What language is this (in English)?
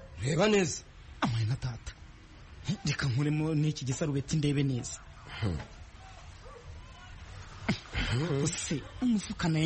Kinyarwanda